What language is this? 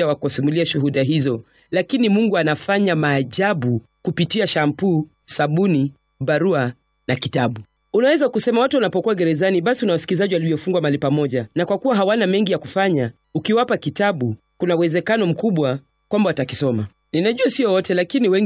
Swahili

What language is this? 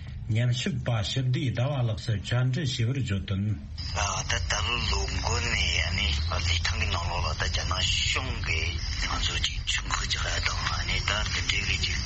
Tibetan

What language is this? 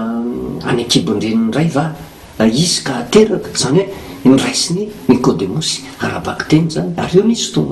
Malagasy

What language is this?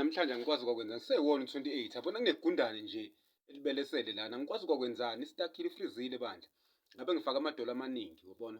Zulu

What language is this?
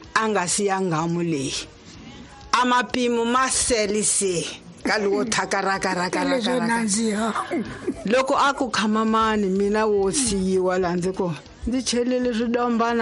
Tsonga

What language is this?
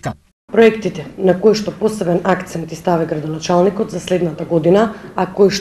Macedonian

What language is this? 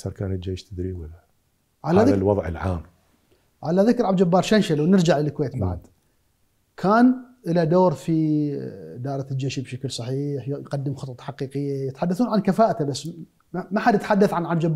Mesopotamian Arabic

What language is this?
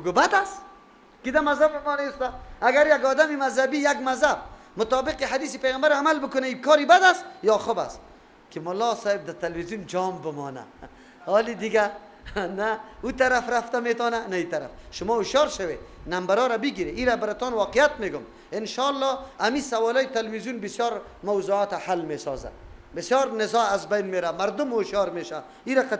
Persian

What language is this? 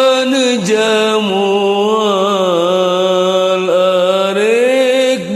Sundanese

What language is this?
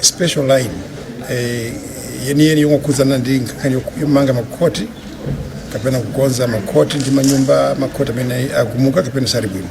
Nyanja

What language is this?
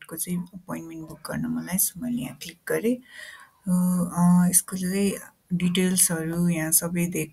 Nepali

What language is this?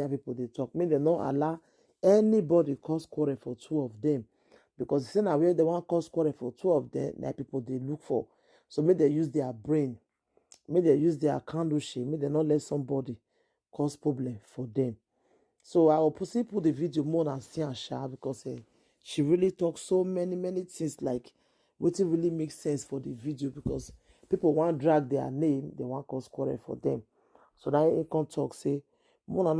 Nigerian Pidgin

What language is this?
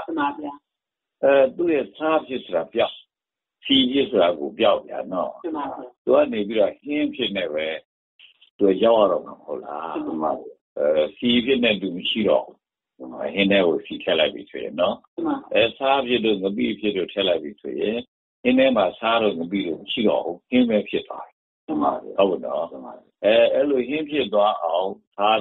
Burmese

